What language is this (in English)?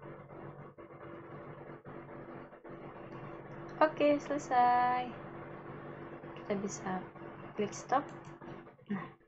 Indonesian